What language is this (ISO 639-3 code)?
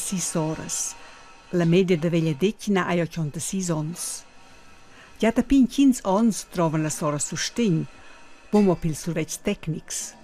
roh